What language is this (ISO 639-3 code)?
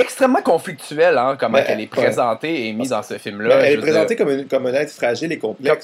fra